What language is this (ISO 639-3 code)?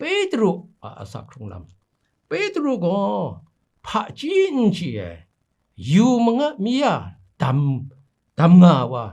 kac